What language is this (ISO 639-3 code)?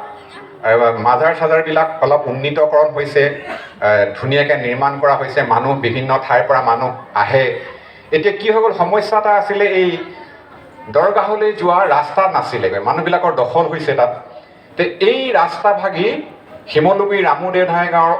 asm